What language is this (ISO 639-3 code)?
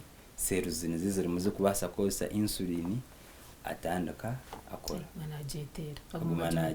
nyn